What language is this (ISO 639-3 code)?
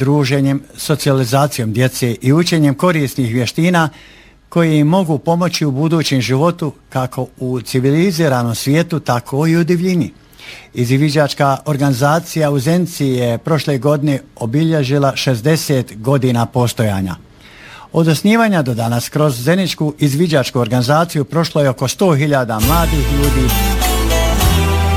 bos